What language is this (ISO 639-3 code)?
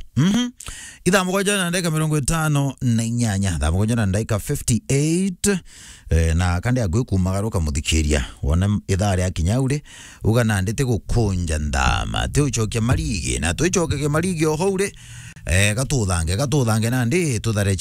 mer